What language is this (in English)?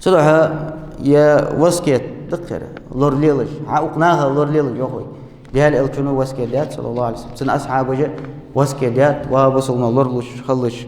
Ingush